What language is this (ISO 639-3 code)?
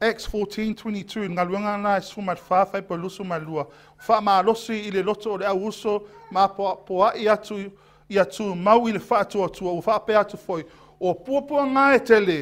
smo